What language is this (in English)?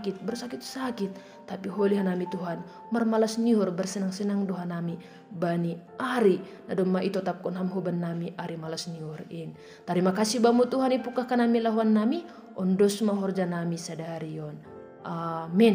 Batak Simalungun